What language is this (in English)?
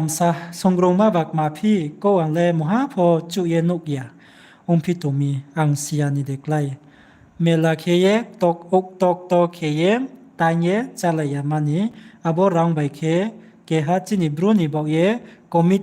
Riang (India)